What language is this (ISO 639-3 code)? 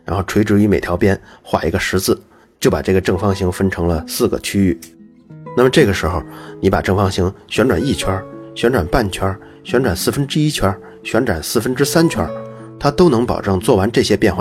zho